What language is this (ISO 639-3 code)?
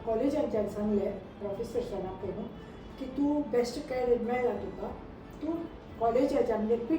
kok